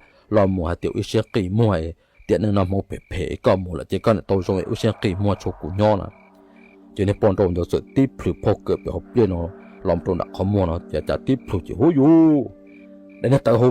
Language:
Hmong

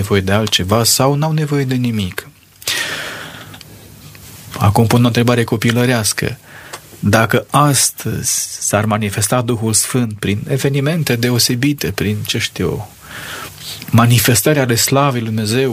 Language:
Romanian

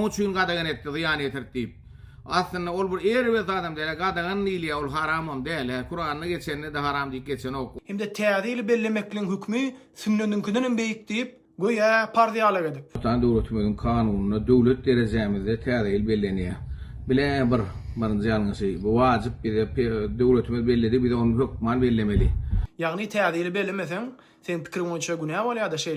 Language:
Turkmen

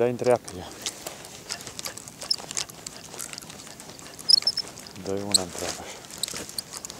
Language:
Romanian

